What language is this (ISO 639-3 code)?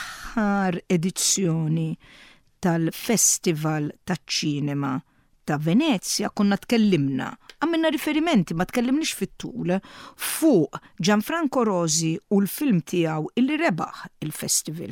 mlt